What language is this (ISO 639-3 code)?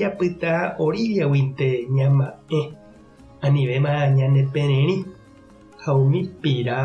grn